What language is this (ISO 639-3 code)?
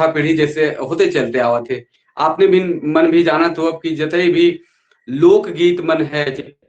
sck